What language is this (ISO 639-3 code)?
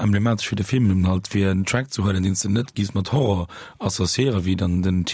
ltz